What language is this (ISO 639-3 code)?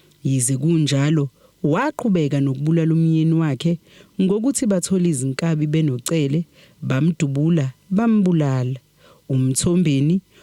zul